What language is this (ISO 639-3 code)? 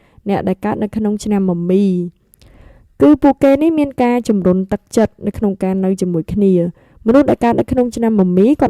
khm